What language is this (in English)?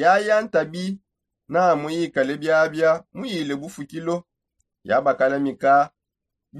Songe